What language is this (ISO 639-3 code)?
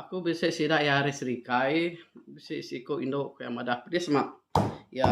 iba